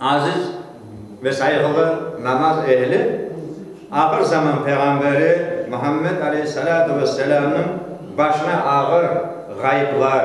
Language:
Crimean Tatar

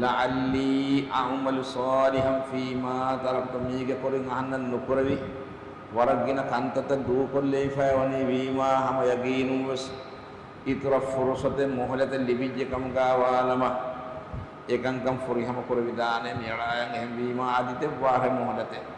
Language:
Divehi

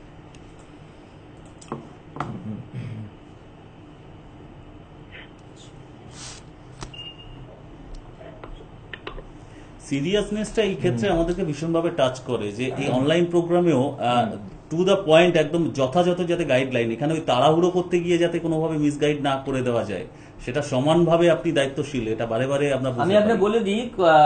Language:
Bangla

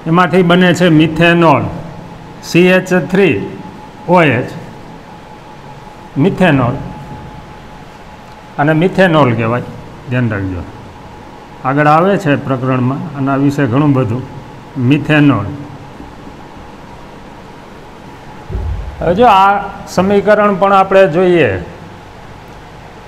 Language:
Gujarati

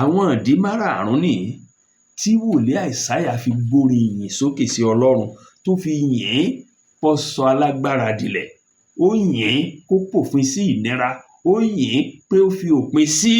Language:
Yoruba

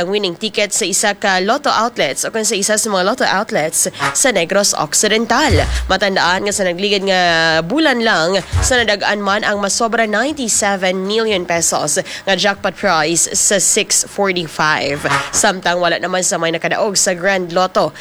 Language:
Hiligaynon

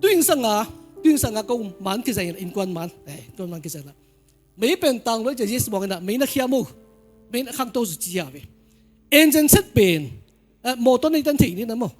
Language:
Tedim Chin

